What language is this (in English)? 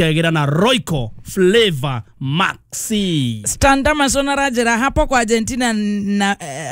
Kikuyu